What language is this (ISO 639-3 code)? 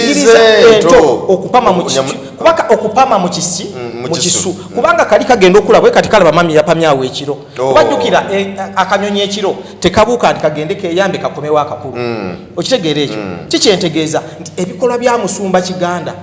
lug